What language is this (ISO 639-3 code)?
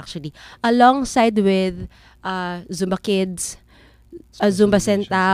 fil